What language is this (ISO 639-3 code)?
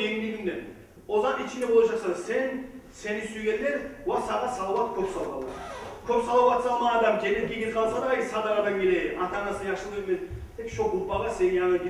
kum